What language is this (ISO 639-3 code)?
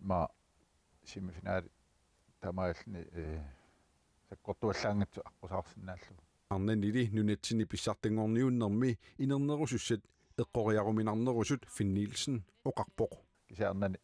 kal